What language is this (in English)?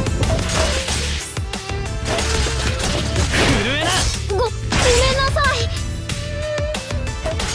Japanese